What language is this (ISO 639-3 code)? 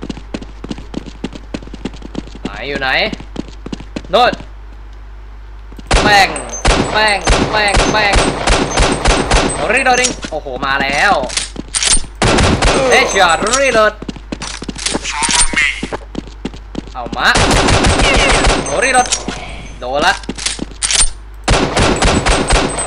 tha